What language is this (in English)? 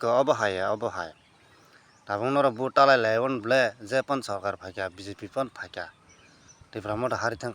Kok Borok